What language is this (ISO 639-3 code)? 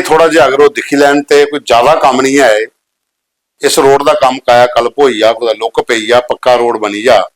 doi